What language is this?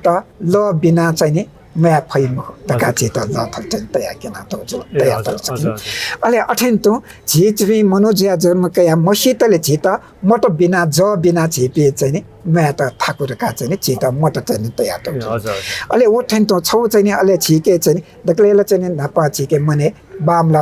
Newari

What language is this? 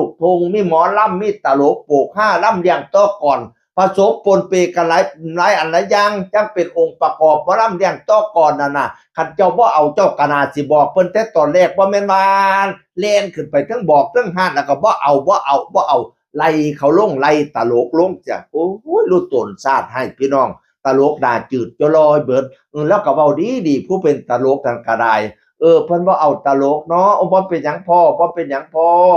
Northeastern Thai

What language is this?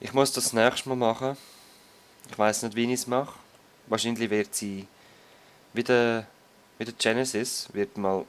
Swiss German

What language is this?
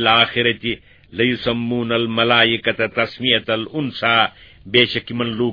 Kashmiri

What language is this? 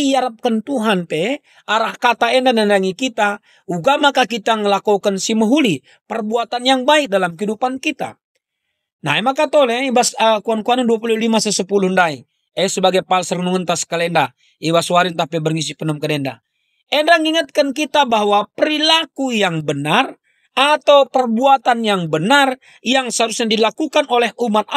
Batak Karo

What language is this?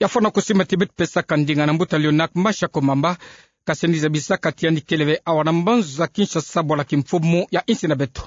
Kituba (Democratic Republic of Congo)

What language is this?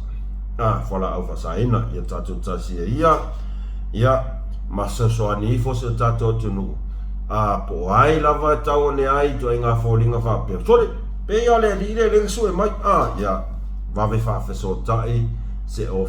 Samoan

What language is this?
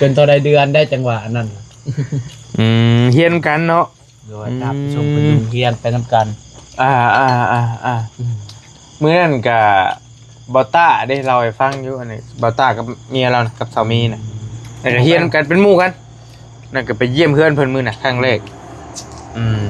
Northeastern Thai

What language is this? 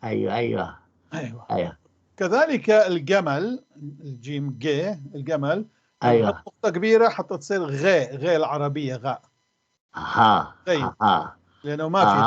North Levantine Arabic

